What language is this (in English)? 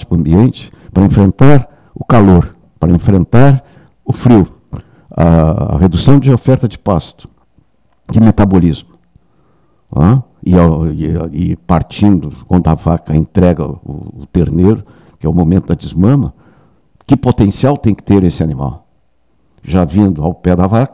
Portuguese